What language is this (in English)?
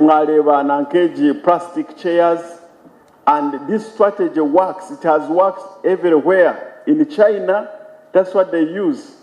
Nyankole